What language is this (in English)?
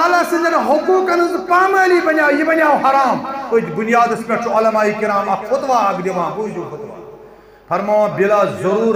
Kashmiri